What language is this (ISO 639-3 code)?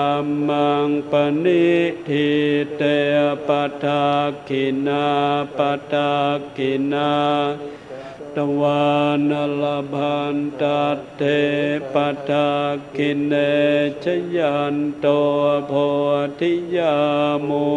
pli